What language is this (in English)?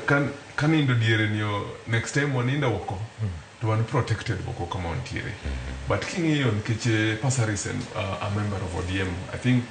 Luo (Kenya and Tanzania)